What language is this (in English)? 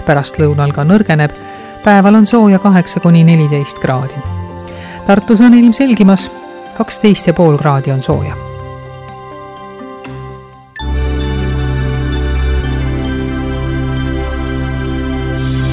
Estonian